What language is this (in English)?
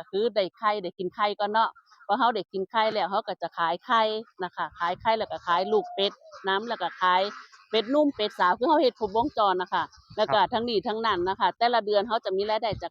Northeastern Thai